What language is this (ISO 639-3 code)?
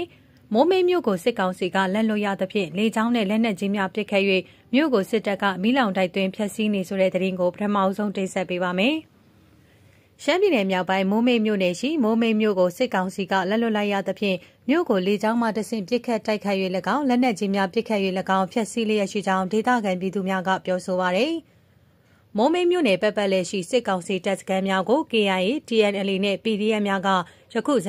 mya